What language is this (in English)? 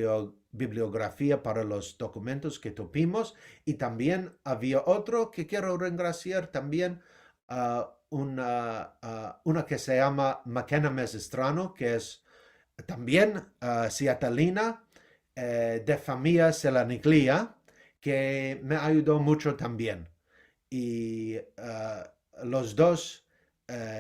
Ladino